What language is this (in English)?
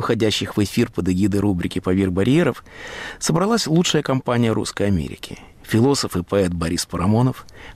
Russian